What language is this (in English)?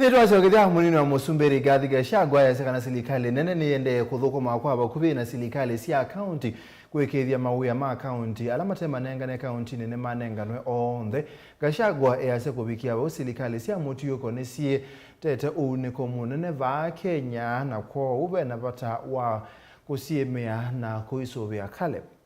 Kamba